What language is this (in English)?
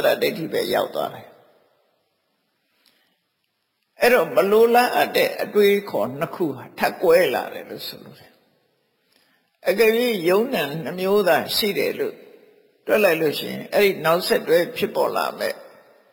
Burmese